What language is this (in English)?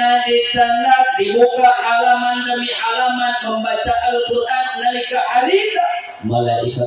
Sundanese